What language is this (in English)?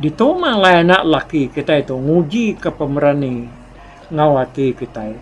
Iban